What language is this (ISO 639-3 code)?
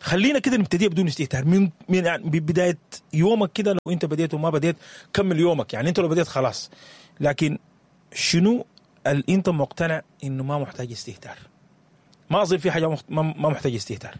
apd